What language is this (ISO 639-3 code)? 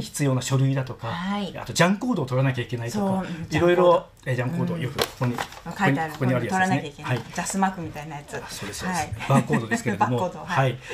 jpn